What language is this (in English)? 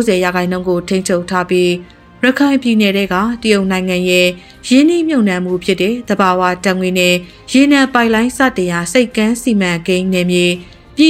Burmese